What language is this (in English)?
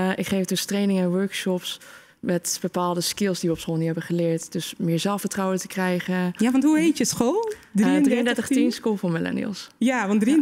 Dutch